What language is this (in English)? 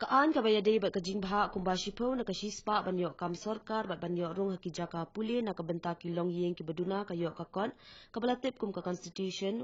Khasi